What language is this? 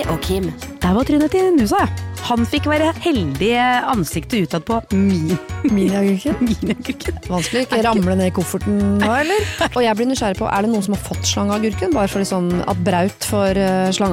Norwegian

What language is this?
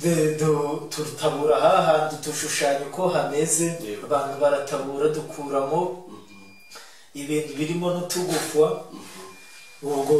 Kinyarwanda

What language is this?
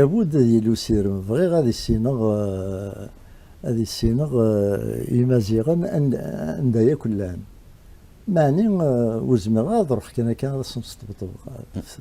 Kabyle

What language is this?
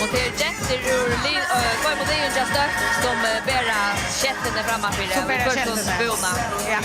Faroese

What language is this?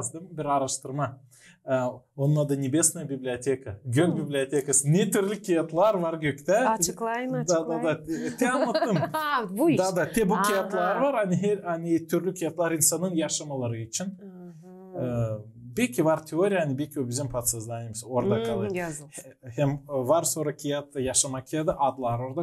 Gagauz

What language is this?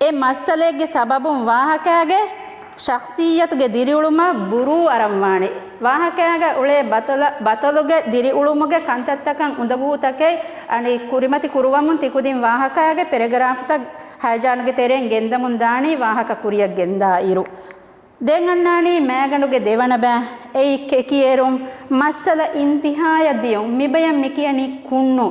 Divehi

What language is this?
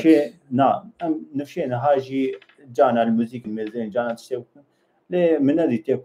Kurdish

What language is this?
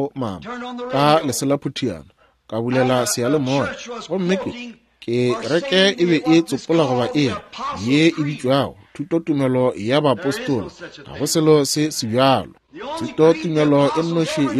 Northern Sotho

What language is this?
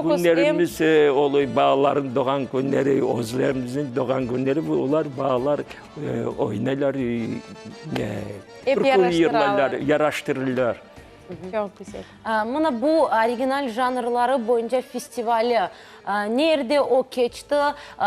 Crimean Tatar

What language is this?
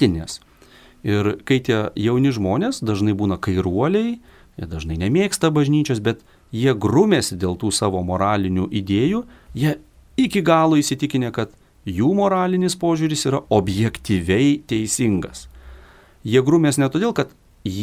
Lithuanian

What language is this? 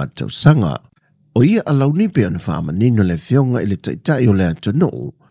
Samoan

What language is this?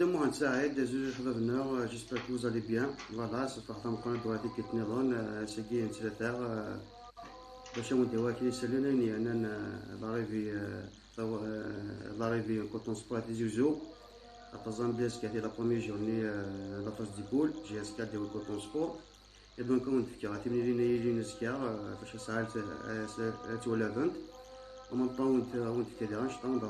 Kabyle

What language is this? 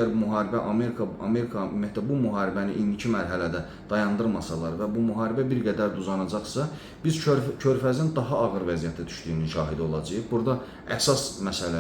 Azerbaijani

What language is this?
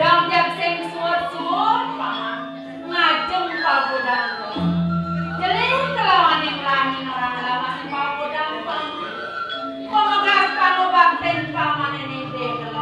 Balinese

